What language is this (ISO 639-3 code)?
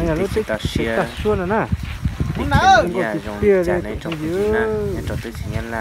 hmn